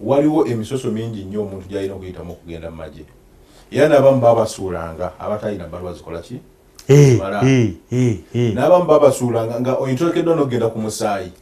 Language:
Ganda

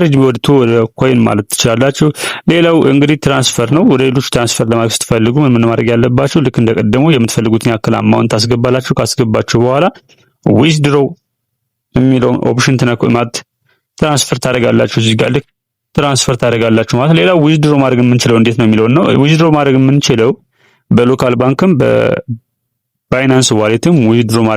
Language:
Amharic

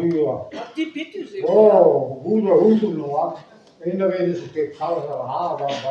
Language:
Breton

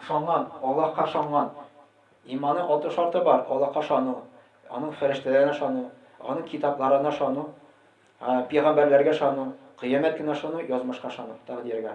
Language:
Tatar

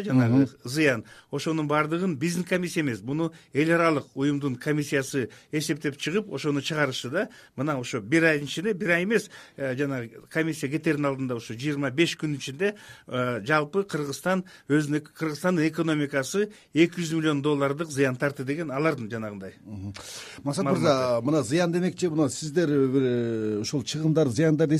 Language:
Kyrgyz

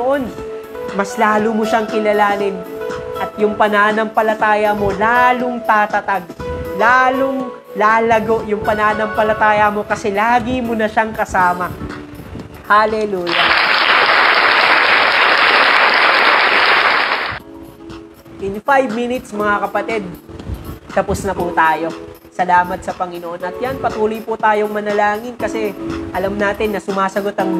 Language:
Filipino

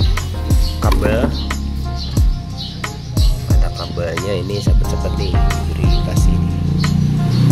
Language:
Indonesian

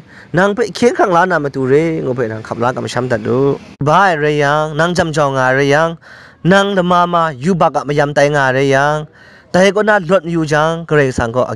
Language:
Kachin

